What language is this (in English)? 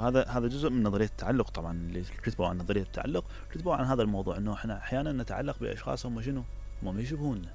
Mesopotamian Arabic